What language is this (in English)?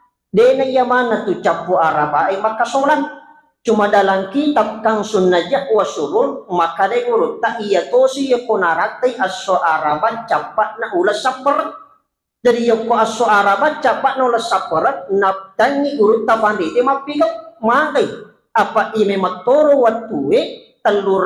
Buginese